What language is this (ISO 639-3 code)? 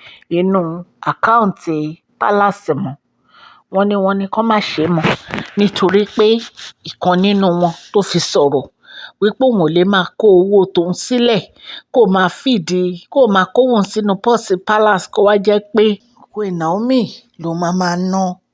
yor